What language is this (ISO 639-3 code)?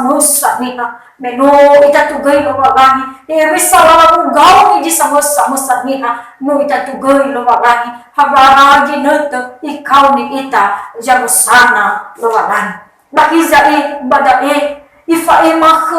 nia